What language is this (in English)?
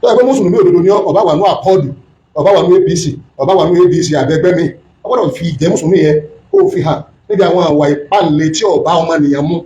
Yoruba